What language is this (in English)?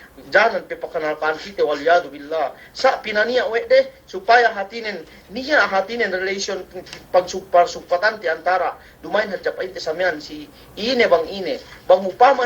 Yakan